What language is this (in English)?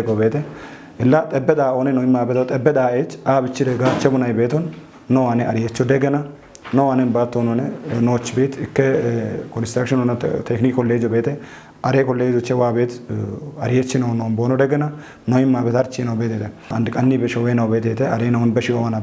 Kafa